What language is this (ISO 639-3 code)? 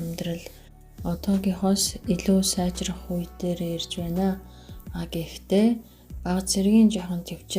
mon